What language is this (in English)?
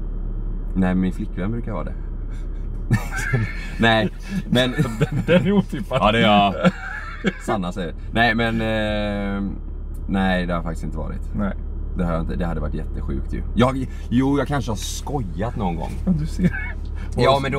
Swedish